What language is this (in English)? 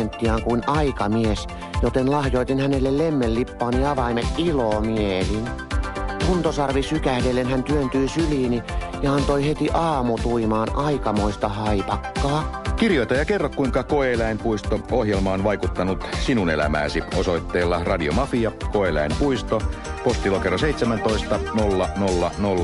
Finnish